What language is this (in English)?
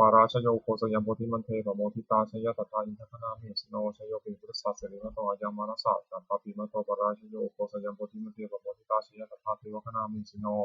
Pali